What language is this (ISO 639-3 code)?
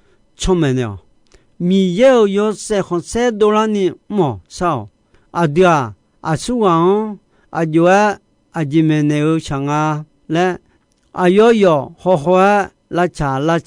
ahk